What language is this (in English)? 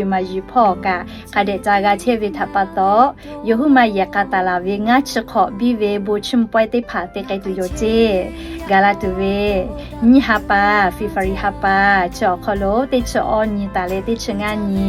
Lahu